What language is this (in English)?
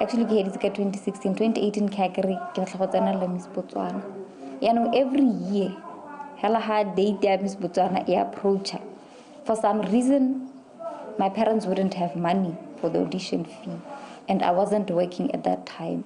Tswana